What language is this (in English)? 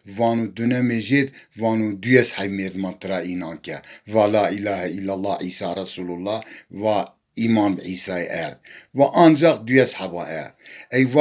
Zaza